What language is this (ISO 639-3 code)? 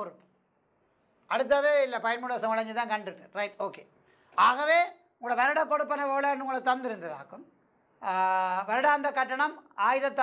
tam